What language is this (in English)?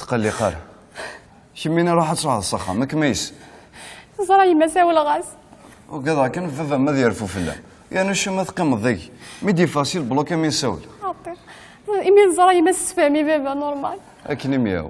Kabyle